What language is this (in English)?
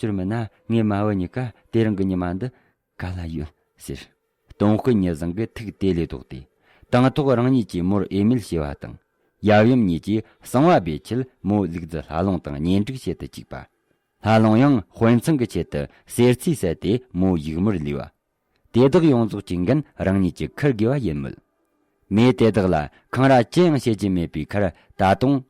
Tibetan